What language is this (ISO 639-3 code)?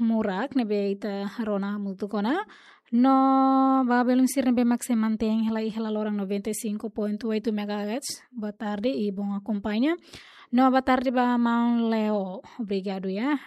tet